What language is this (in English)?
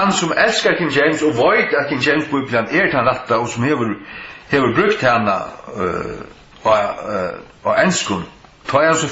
Faroese